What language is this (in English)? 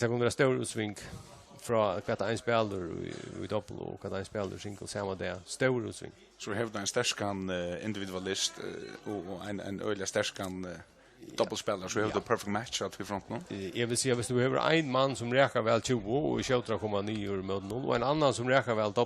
Faroese